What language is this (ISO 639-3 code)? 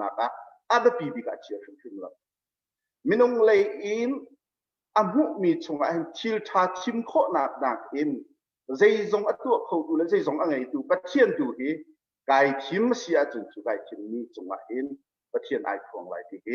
cnh